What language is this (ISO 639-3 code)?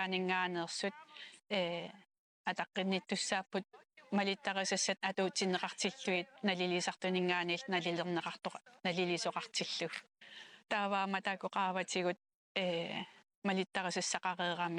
kal